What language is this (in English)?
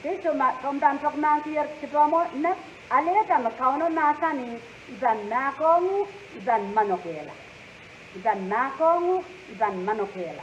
Pohnpeian